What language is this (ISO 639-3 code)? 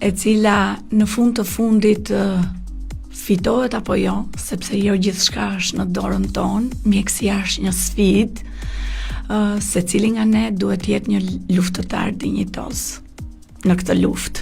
sqi